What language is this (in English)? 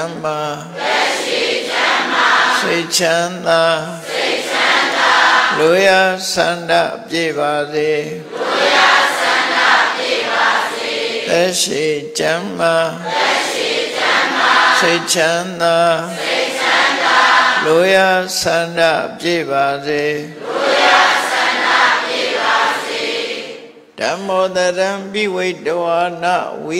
Burmese